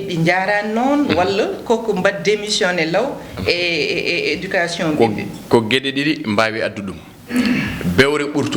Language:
Fula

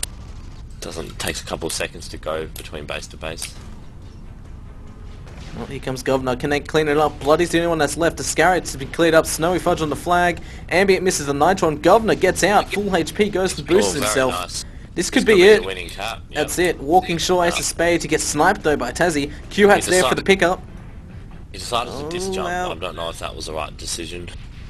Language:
English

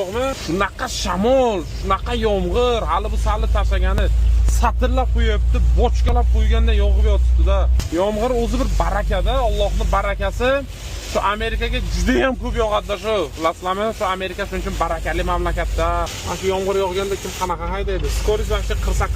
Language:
Uzbek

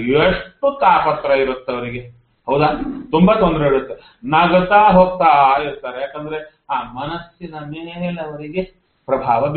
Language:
Kannada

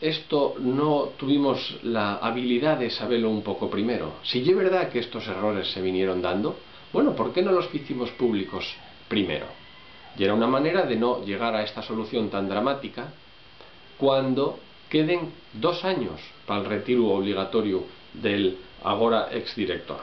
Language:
Asturian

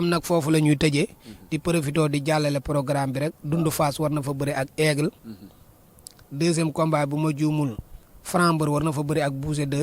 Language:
Wolof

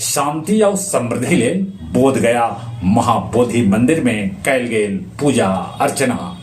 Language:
Magahi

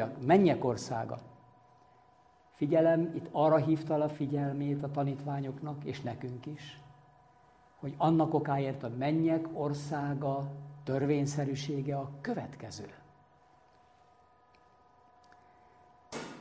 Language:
Hungarian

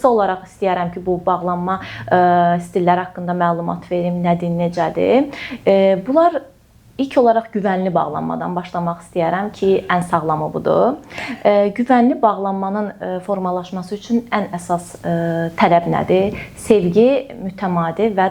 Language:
Azerbaijani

